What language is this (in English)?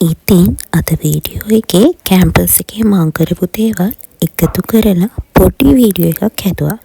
Sinhala